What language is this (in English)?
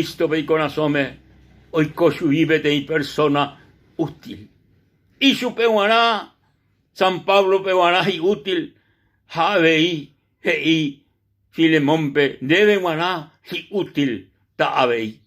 Guarani